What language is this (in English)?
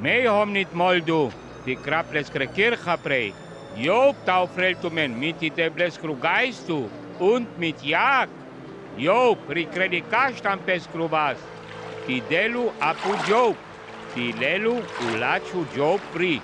Sinte Romani